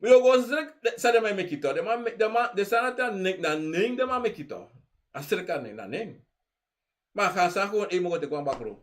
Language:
Sranan Tongo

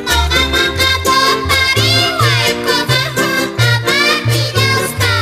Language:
South Bolivian Quechua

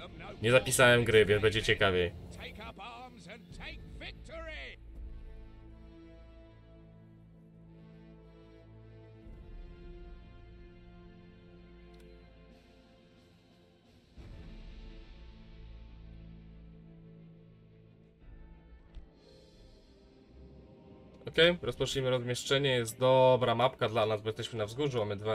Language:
Polish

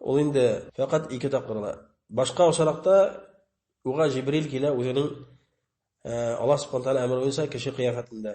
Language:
Bashkir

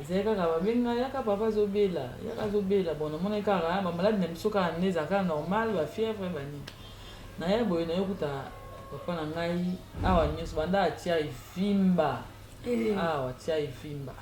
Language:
Lingala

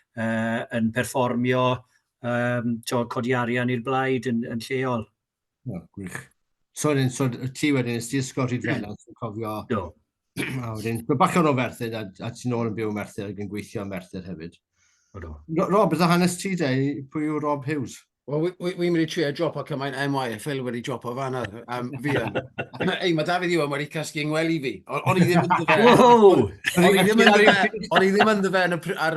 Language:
Welsh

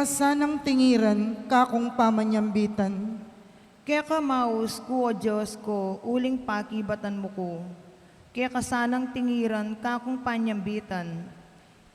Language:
Pampanga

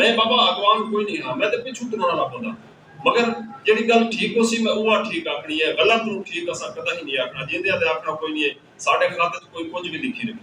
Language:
Saraiki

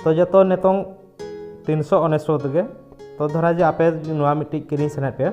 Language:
Santali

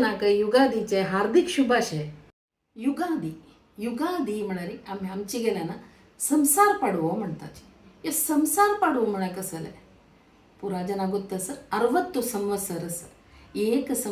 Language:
Konkani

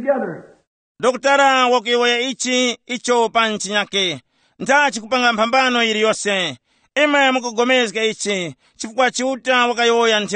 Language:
Tumbuka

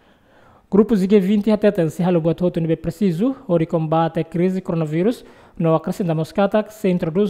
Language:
Tetum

